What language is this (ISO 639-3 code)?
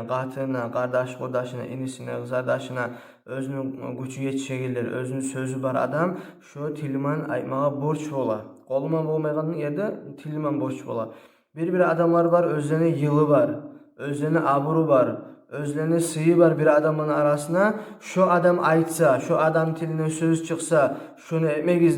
kum